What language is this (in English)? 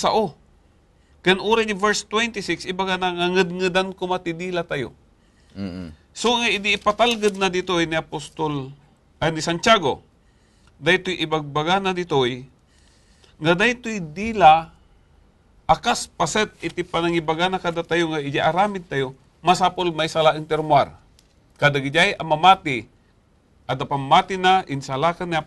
Iloko